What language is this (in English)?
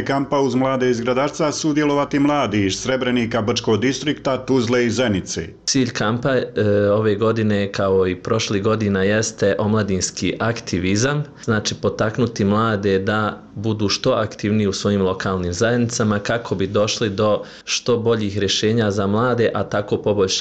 Bosnian